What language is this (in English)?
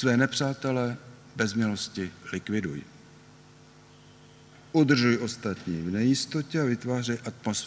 Czech